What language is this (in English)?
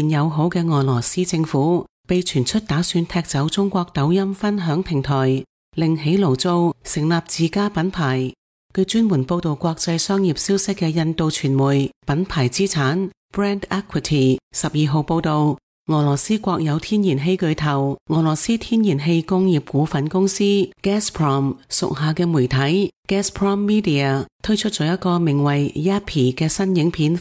Cantonese